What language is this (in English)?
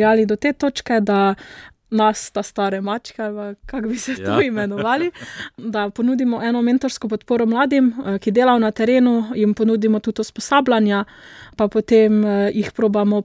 Slovenian